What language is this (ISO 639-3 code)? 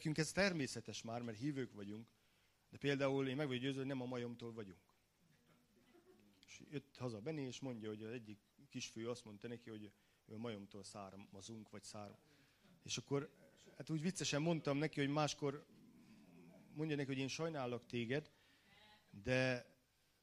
hun